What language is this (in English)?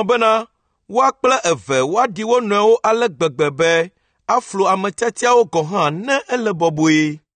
Ewe